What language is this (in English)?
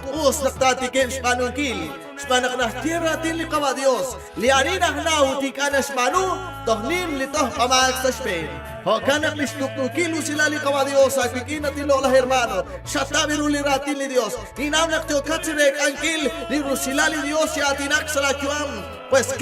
Kekchí